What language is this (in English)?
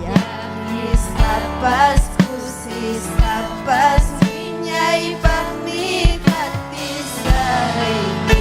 Ayacucho Quechua